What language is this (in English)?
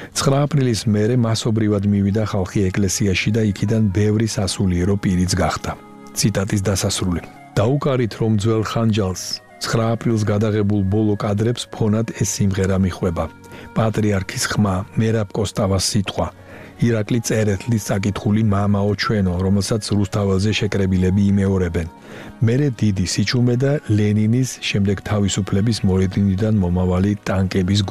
Georgian